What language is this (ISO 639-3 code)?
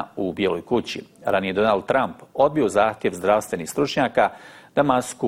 bos